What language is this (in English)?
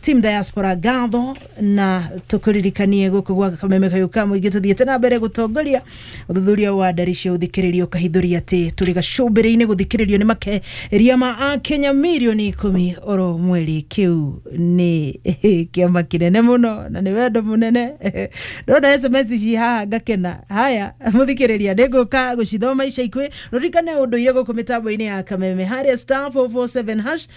Kikuyu